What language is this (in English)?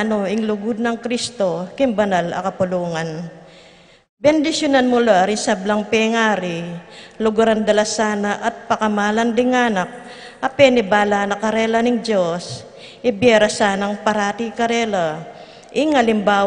Pampanga